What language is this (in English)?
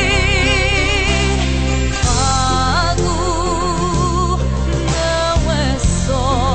Portuguese